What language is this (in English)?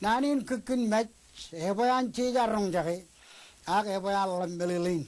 Marshallese